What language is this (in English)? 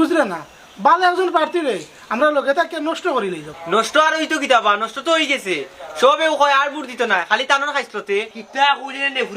Sylheti